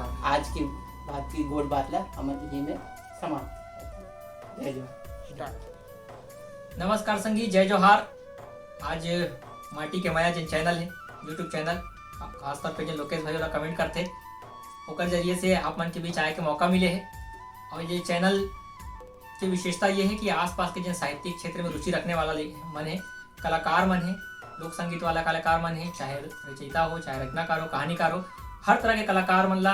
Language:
Chhattisgarhi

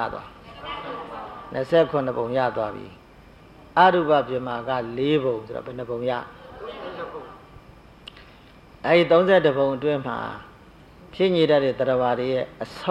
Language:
Burmese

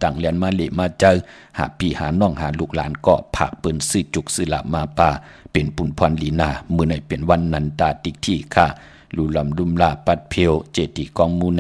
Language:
Shan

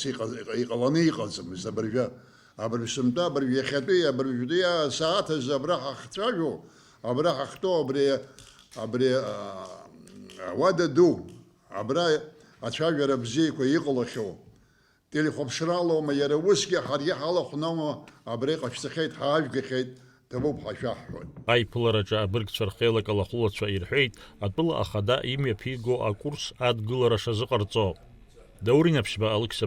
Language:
Abkhazian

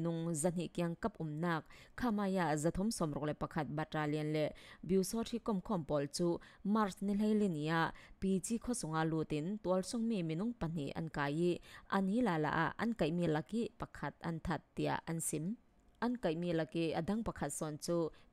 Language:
Falam Chin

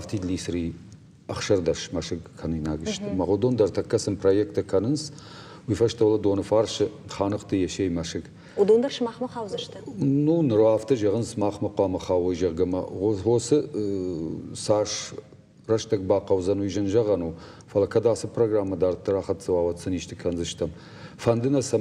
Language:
Ossetic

